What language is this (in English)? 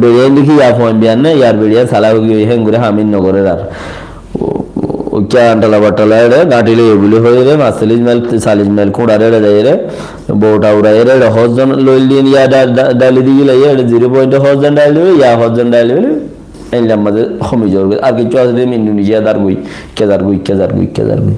Rohingya